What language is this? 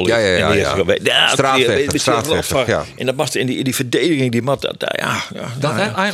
Western Frisian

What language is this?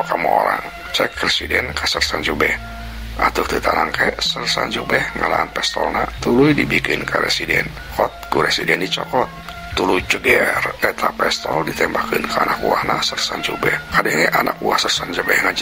Sundanese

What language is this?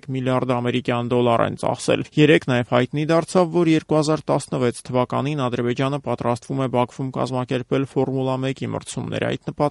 Armenian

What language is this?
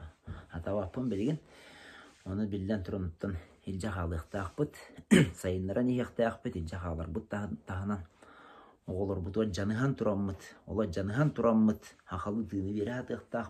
Yakut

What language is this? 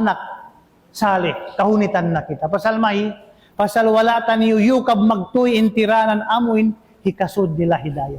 Tausug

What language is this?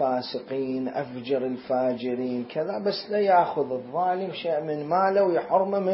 Mesopotamian Arabic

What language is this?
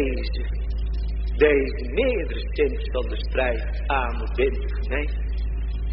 Dutch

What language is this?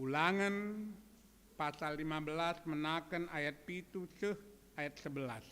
Batak Karo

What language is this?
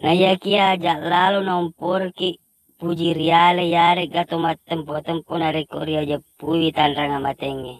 Buginese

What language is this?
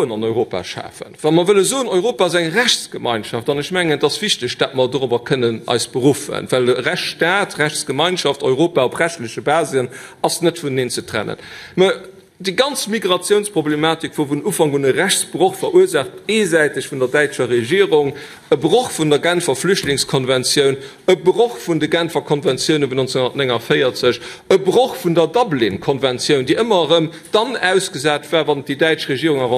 Luxembourgish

